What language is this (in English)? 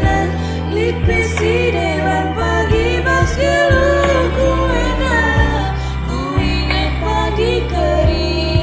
Batak Karo